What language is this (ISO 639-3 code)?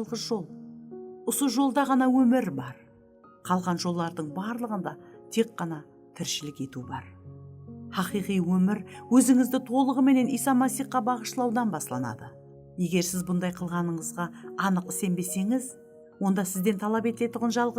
kaa